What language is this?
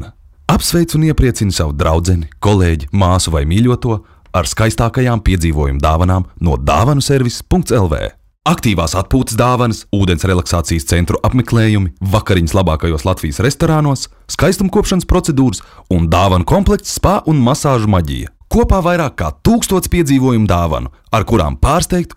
Latvian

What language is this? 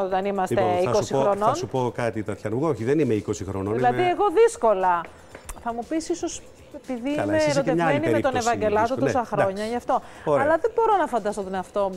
Greek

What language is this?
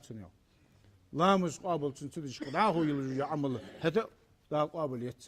Ingush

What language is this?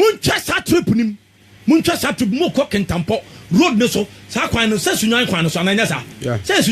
Akan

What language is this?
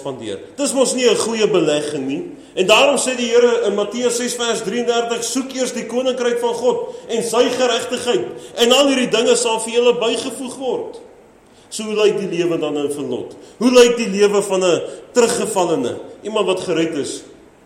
Afrikaans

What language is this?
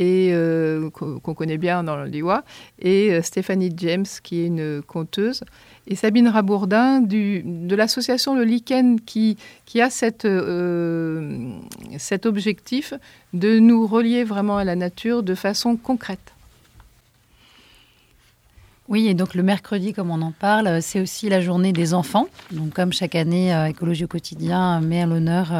French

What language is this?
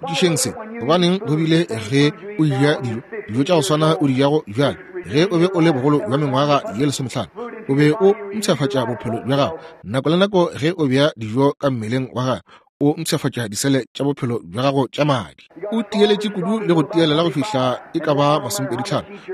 Northern Sotho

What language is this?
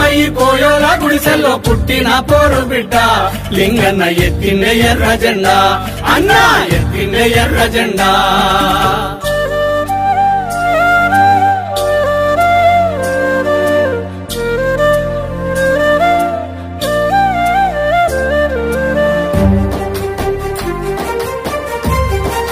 Telugu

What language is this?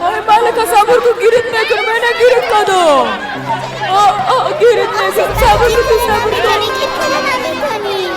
Persian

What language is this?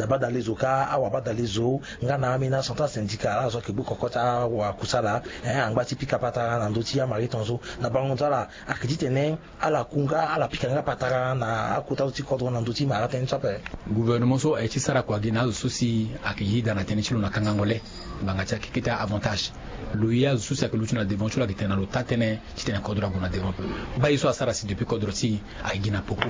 Sango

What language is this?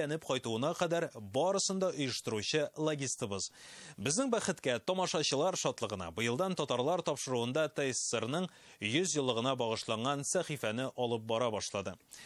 Tatar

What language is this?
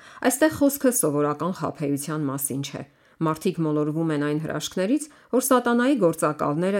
Armenian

